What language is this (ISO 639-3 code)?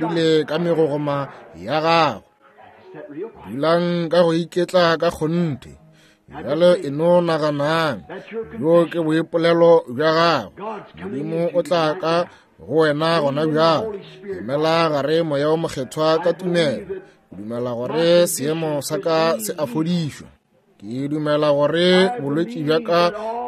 nso